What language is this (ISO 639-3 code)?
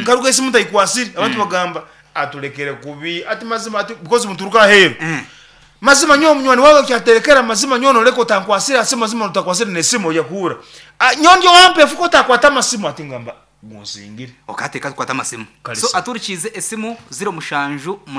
nyn